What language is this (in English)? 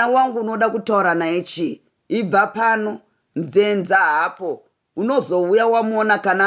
Shona